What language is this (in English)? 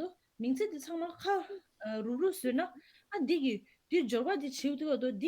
Tibetan